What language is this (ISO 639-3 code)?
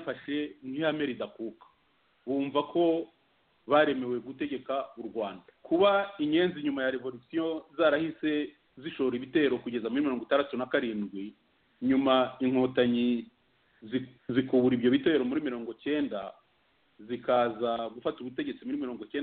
kin